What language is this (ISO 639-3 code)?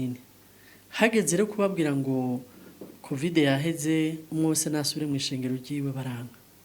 run